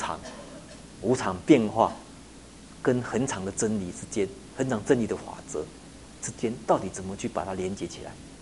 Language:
Chinese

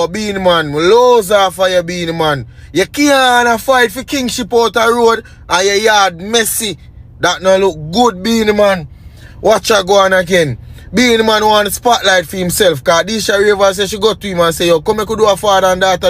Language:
Jamaican Creole English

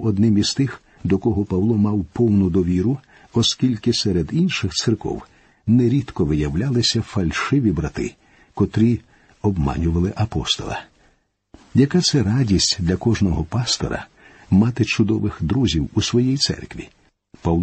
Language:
Ukrainian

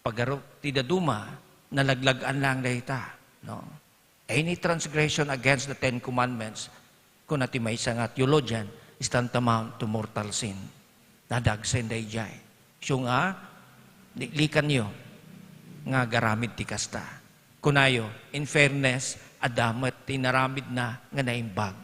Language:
Iloko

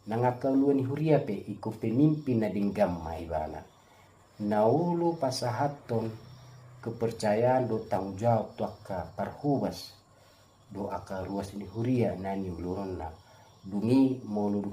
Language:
Batak Toba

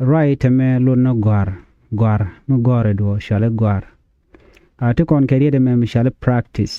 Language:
Nuer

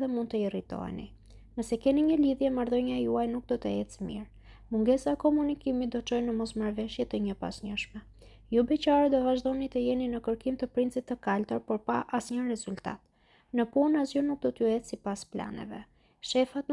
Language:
Albanian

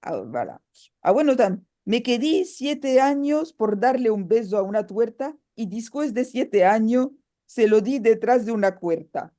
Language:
Ladino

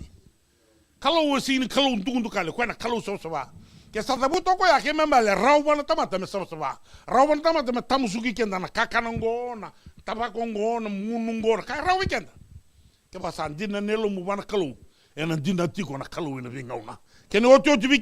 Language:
Fijian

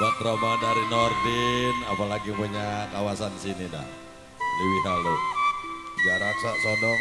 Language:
Betawi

